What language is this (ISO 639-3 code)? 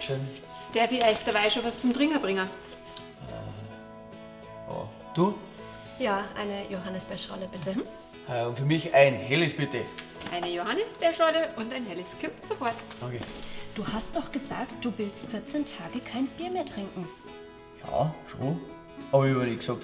bar